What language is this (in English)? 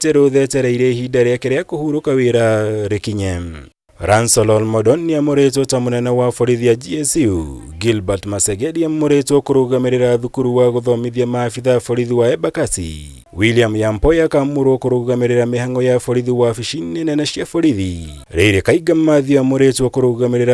Kikuyu